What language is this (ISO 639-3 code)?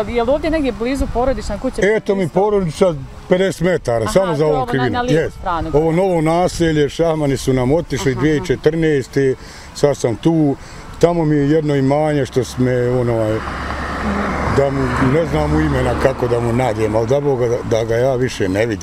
bos